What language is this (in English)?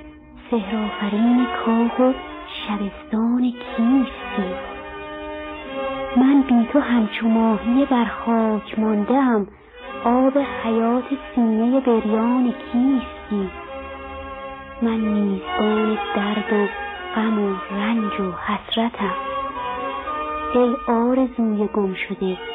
Persian